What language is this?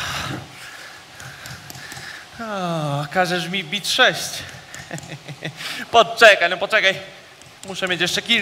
Polish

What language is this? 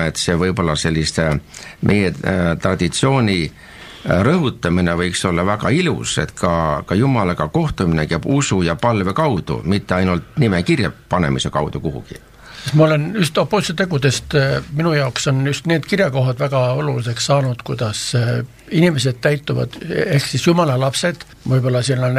Estonian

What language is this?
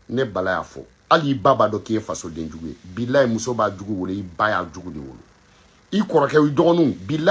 Bambara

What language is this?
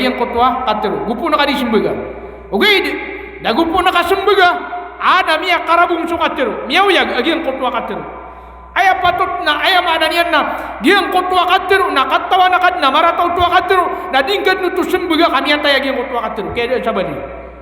Maranao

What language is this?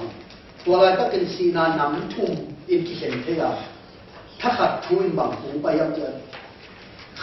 Tedim Chin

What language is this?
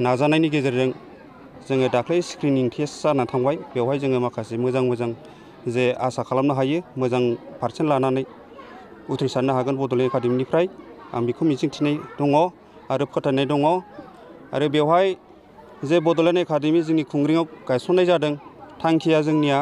Bodo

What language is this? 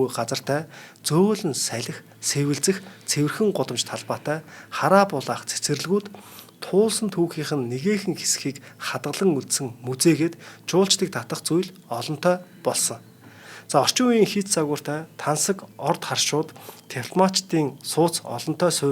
Mongolian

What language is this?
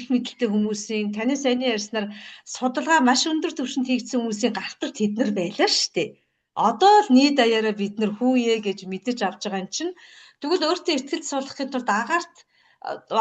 Mongolian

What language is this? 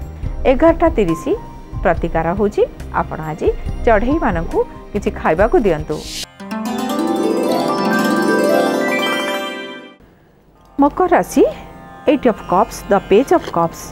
Odia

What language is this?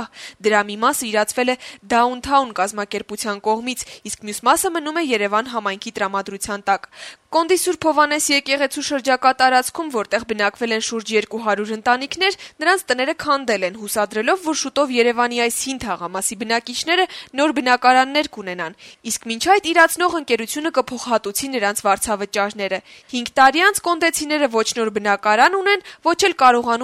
Armenian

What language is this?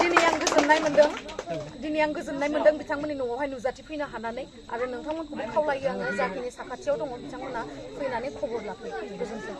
Bodo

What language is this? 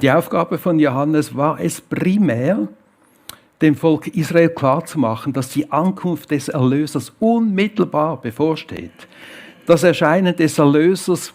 Swiss German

